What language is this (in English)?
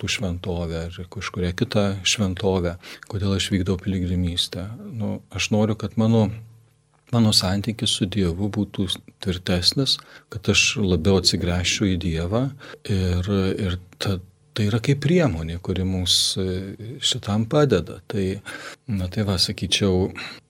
Lithuanian